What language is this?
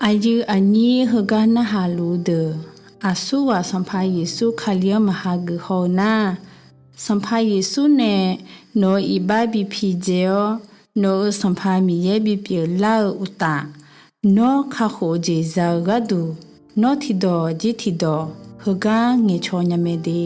Akha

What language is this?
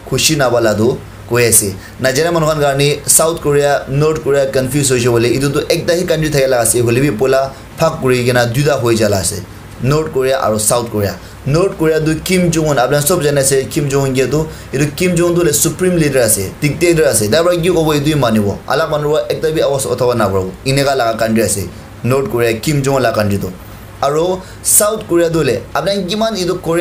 Naga Pidgin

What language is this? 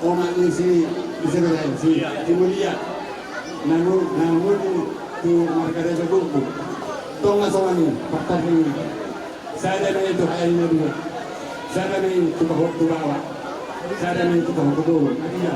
Batak Toba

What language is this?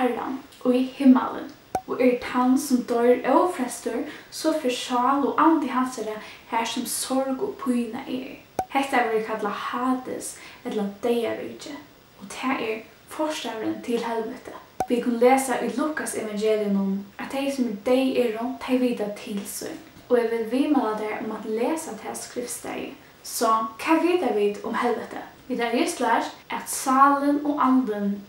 Faroese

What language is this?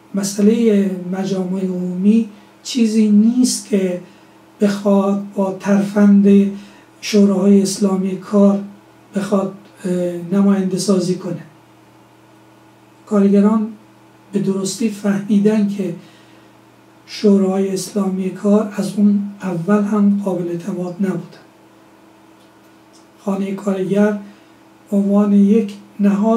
Persian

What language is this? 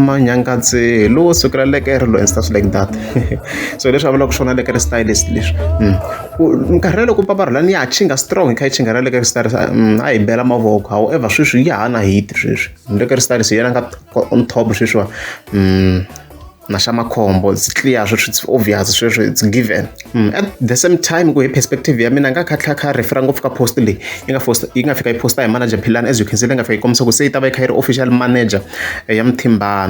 Tsonga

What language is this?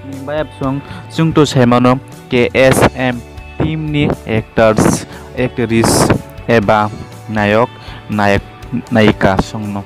Kok Borok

